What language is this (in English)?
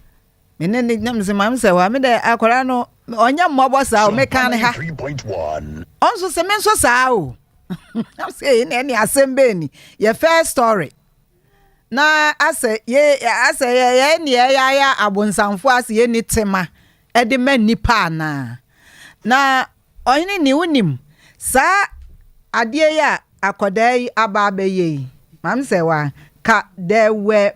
Akan